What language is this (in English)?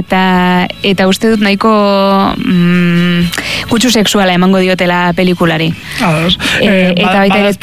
Basque